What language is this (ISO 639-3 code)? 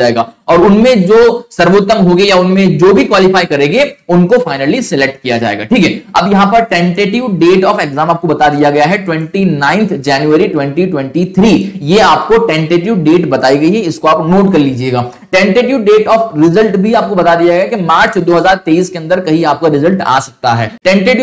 hin